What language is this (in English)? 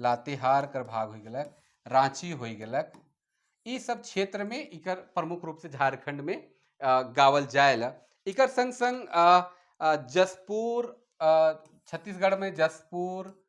Sadri